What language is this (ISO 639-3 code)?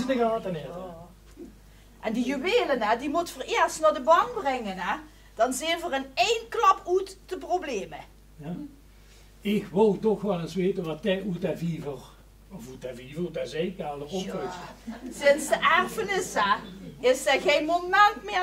lim